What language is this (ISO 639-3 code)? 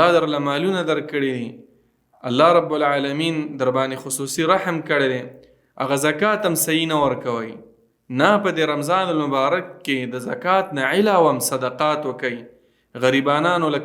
pus